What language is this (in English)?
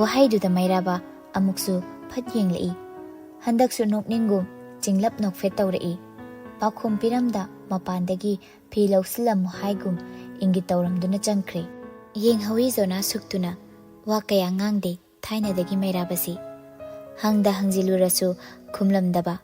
Manipuri